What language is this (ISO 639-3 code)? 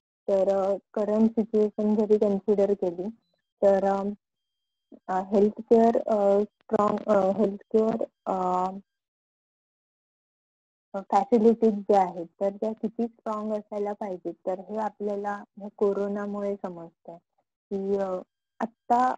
mar